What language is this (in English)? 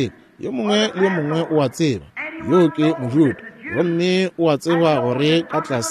Northern Sotho